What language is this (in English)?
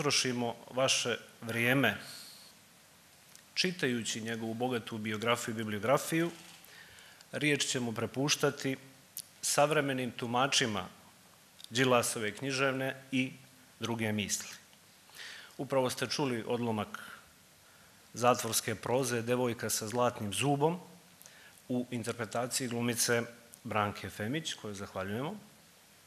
Serbian